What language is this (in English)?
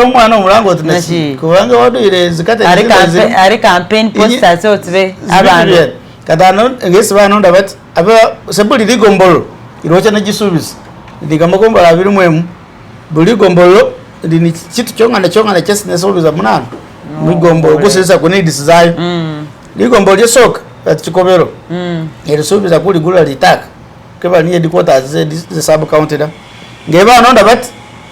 Masaaba